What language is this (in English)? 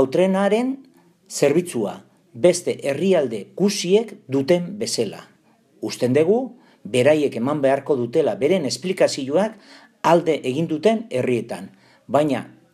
Basque